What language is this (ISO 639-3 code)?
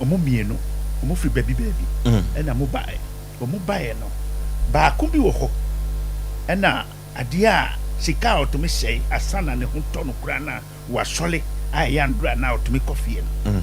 aka